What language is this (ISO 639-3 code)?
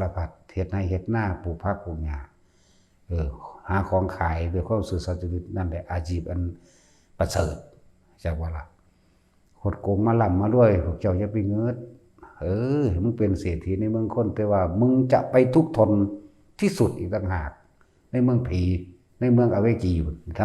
tts